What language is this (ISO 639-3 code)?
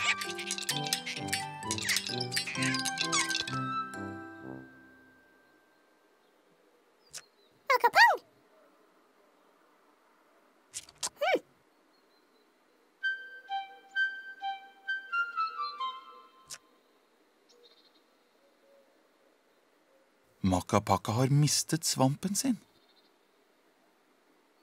nor